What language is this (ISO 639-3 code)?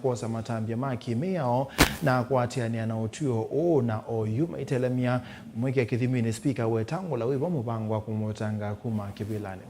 kam